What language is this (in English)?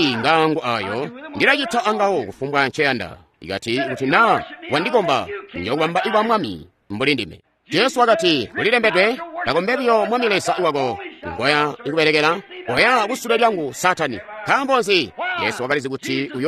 Tonga (Zambia)